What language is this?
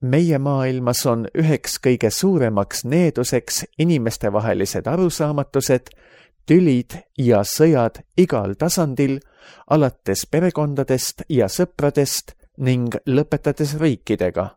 Estonian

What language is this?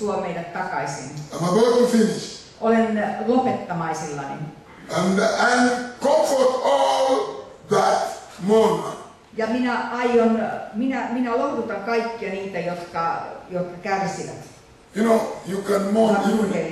Finnish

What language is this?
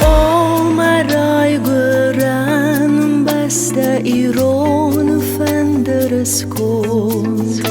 Ossetic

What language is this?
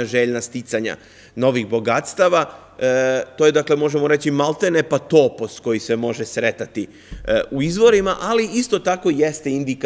Serbian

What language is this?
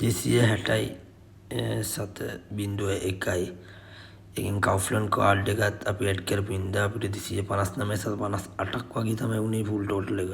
Sinhala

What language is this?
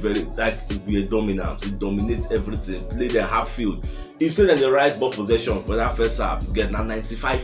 Nigerian Pidgin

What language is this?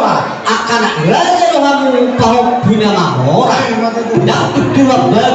Batak Toba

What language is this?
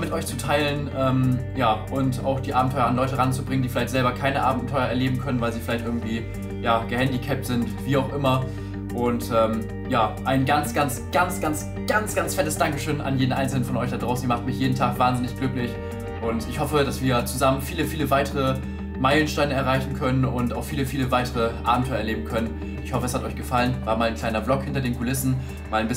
German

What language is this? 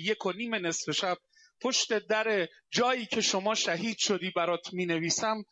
Persian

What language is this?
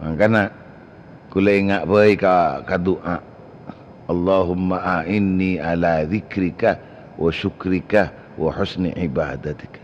Madurese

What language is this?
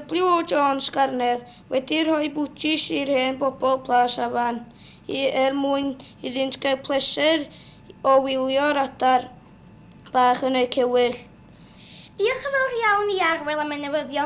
Welsh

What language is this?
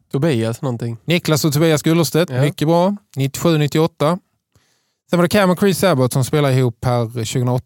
Swedish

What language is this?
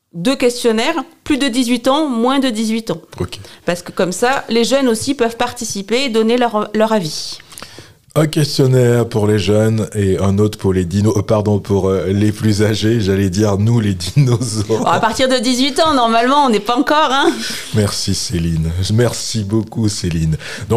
French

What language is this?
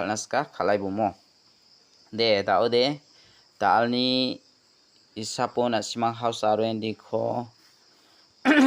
Garo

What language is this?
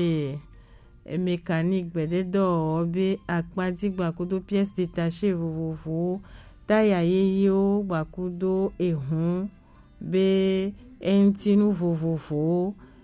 Gen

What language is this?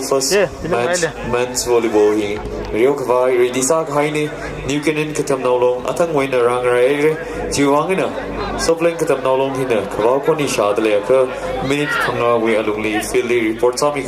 Tangkhul Naga (India)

